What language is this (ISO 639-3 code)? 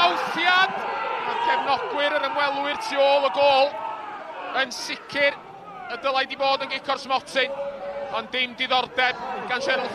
cym